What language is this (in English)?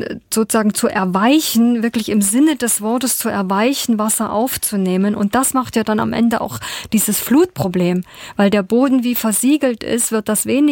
German